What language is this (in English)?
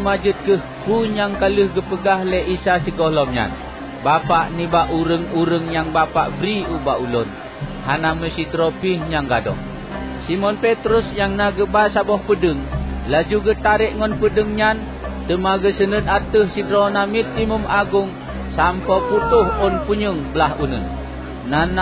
Achinese